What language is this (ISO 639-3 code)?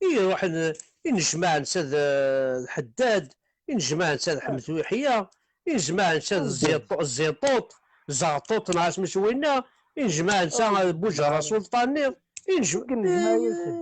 kab